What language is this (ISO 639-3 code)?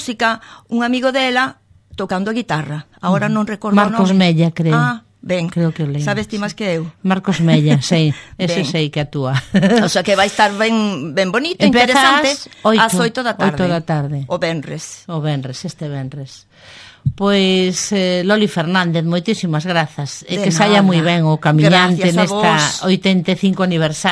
glg